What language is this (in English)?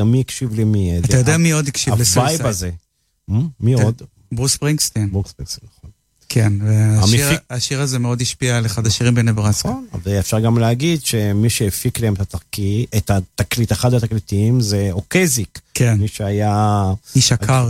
Hebrew